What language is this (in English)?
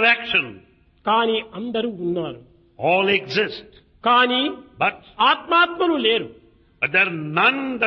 Telugu